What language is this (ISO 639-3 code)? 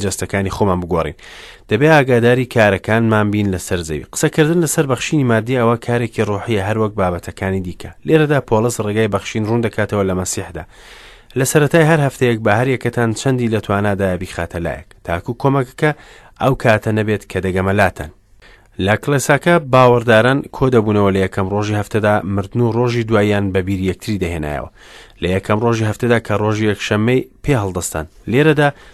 ckb